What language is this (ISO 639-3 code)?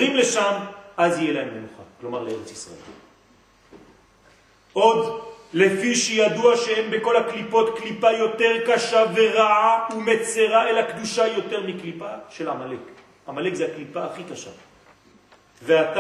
heb